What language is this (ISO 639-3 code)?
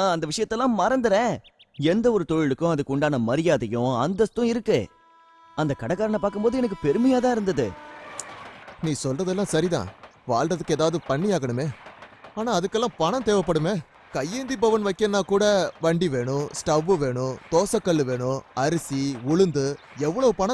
tam